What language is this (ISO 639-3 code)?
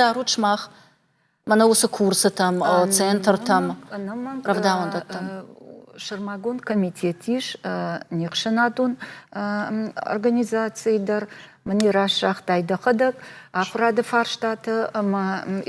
oss